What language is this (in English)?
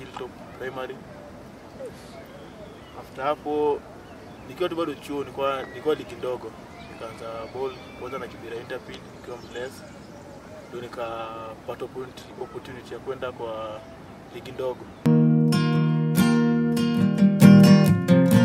Swahili